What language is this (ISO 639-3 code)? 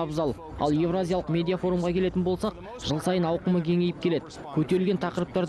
kaz